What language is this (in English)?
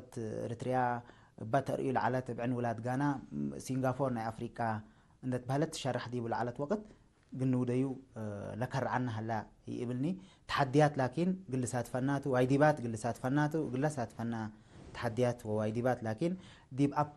Tigre